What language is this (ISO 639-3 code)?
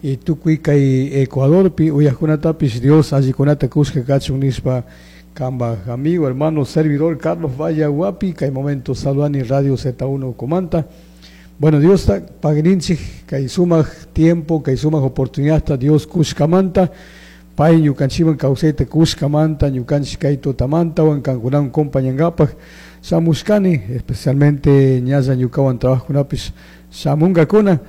qug